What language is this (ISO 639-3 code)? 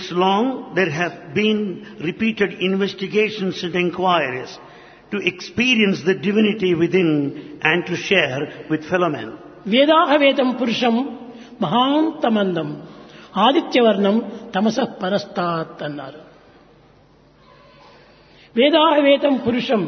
tel